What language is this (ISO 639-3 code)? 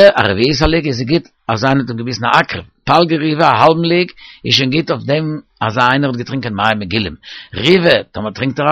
yid